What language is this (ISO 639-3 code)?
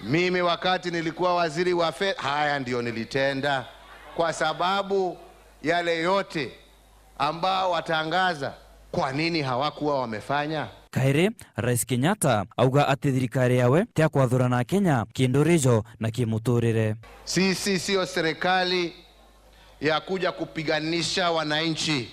mer